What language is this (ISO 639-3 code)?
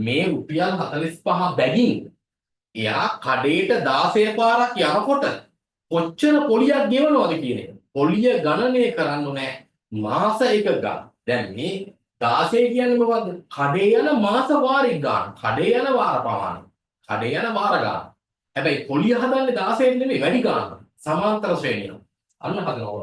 sin